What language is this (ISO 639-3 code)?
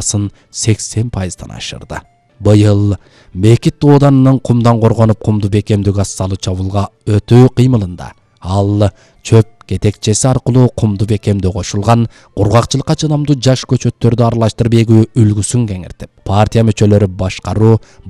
kir